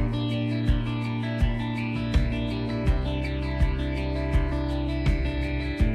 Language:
Basque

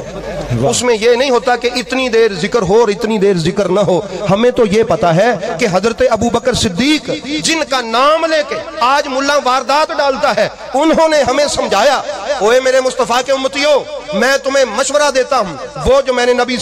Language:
Urdu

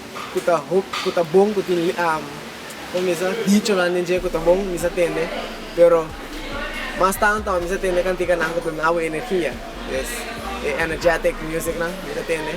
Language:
Papiamento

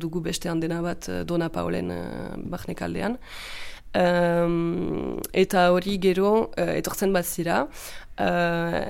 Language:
Basque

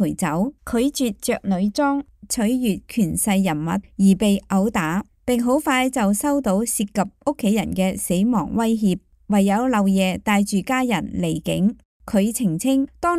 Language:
Cantonese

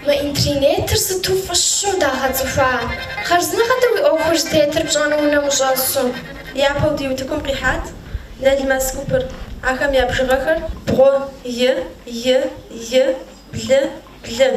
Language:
Kabardian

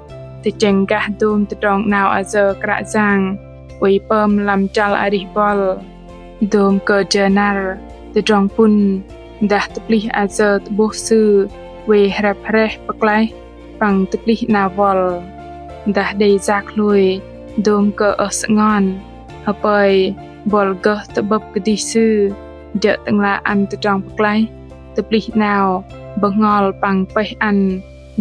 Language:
Bahnar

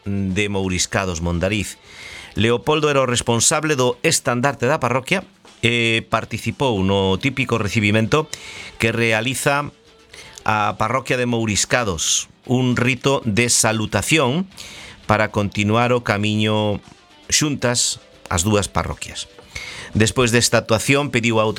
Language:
Galician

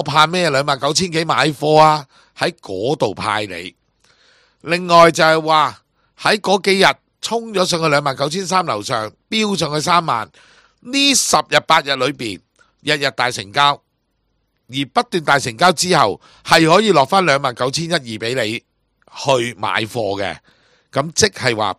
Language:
Cantonese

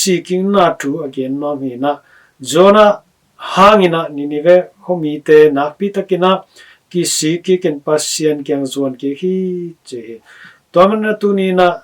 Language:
Tedim Chin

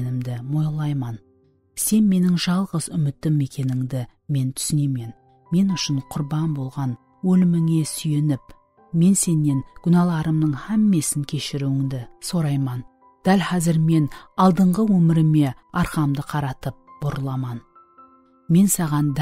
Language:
Kara-Kalpak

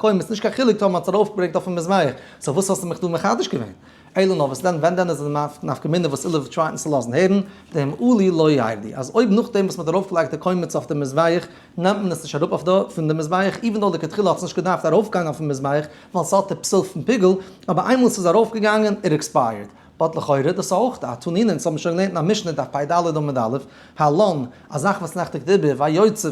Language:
Yiddish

